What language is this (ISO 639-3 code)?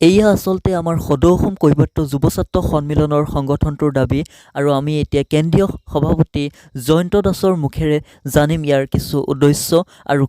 asm